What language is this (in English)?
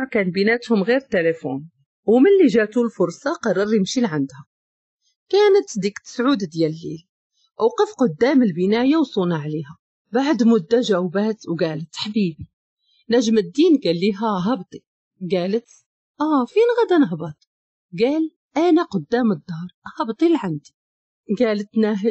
Moroccan Arabic